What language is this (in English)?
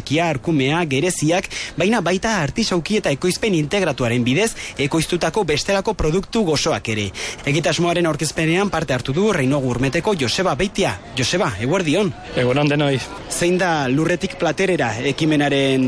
Basque